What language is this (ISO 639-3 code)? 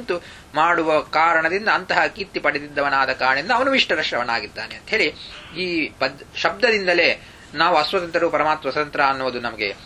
kan